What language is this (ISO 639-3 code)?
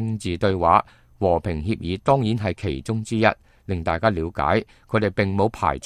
yue